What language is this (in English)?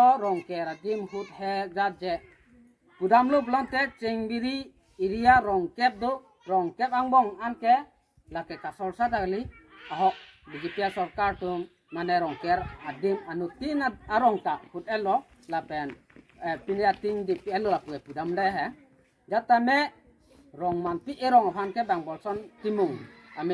Karbi